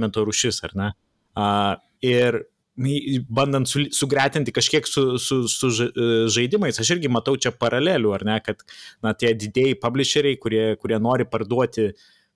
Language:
Lithuanian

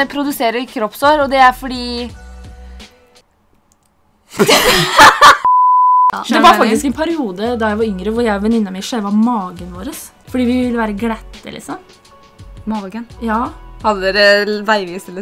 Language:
Norwegian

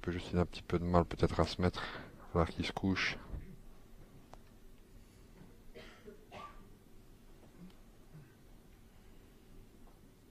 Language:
French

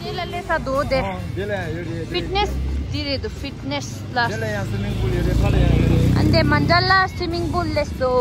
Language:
Tibetan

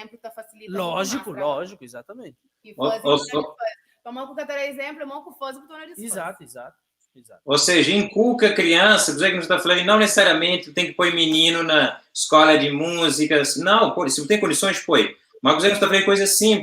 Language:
Kabuverdianu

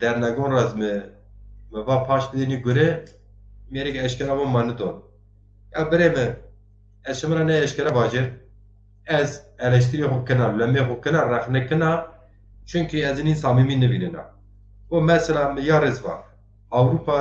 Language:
Zaza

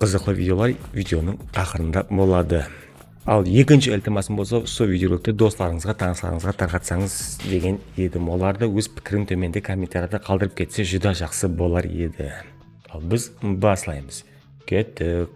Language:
Kara-Kalpak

